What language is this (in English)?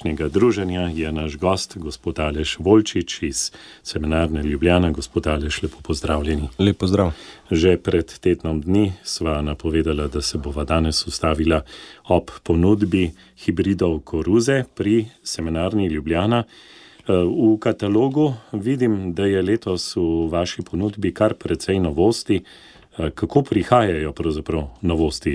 Slovenian